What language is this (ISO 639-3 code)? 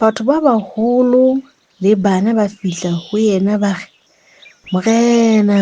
sot